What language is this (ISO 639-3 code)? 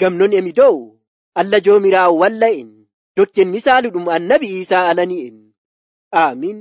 fuv